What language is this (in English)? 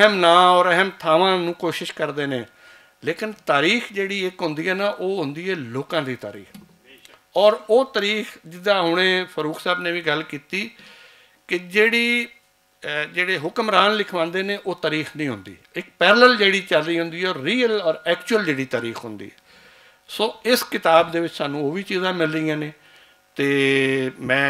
Western Panjabi